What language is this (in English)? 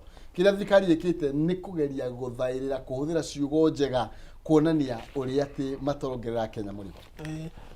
Kikuyu